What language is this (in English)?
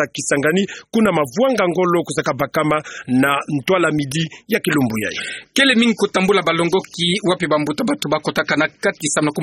Kituba (Democratic Republic of Congo)